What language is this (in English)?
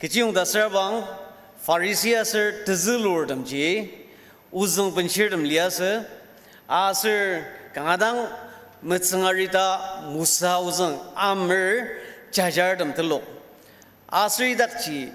Ao Naga